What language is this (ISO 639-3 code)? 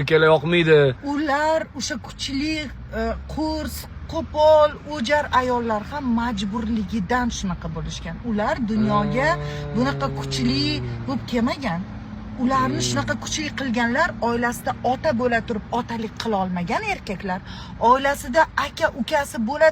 uzb